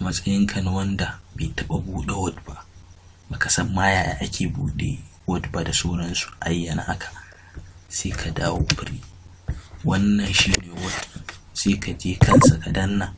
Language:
Hausa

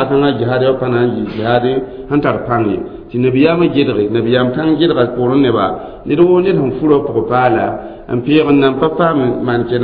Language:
Mossi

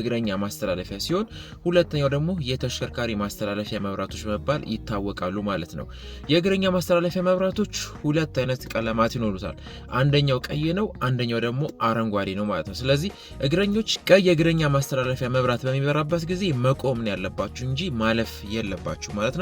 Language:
Amharic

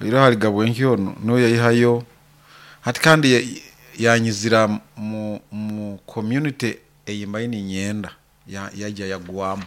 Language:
Nyoro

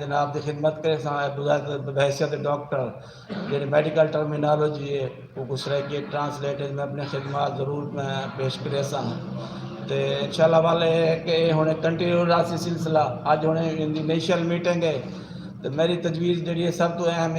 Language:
Saraiki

